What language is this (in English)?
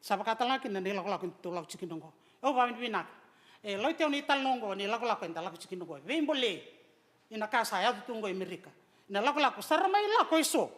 Fijian